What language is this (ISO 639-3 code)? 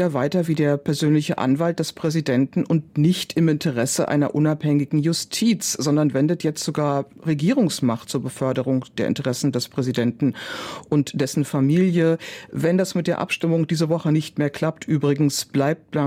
deu